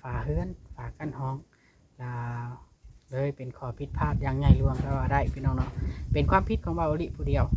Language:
Lao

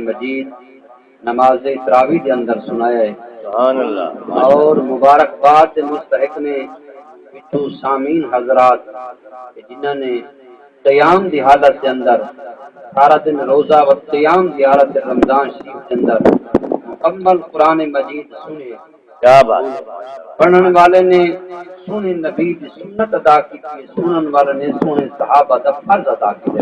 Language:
Saraiki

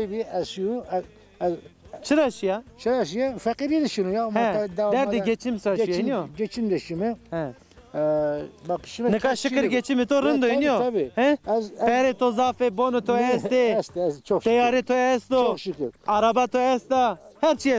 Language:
Zaza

